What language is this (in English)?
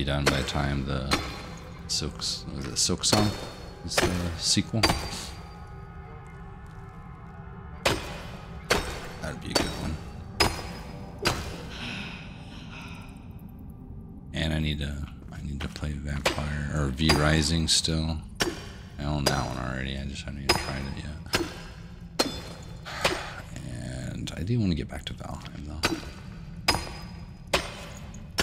English